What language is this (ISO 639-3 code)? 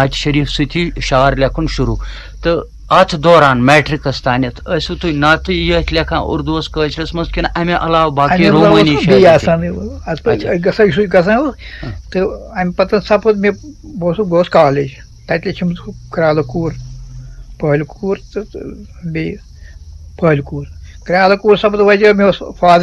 kas